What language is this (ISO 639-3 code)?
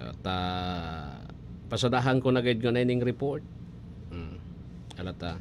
bik